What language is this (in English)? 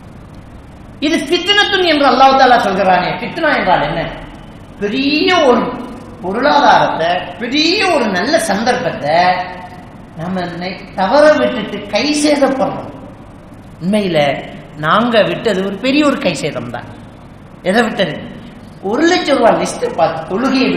Tamil